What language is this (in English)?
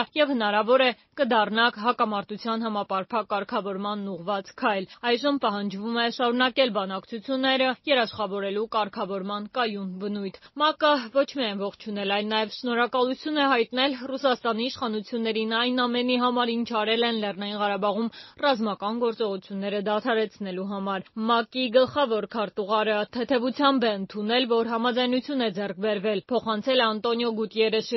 Armenian